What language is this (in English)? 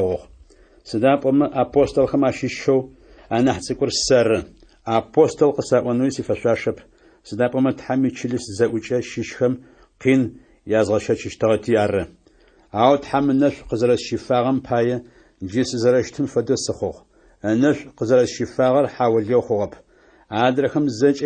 Adyghe